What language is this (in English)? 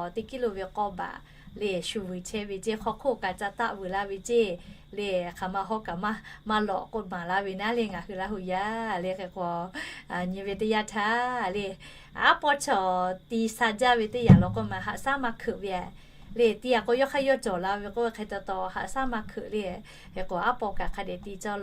Lahu